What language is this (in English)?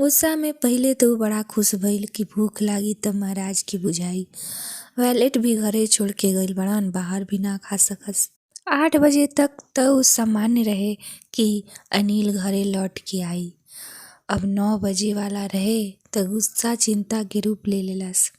Bhojpuri